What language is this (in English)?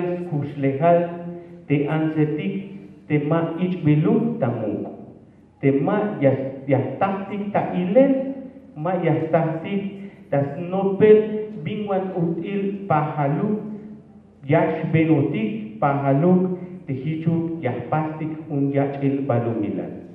Tzeltal